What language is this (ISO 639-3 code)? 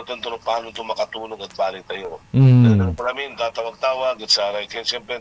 pag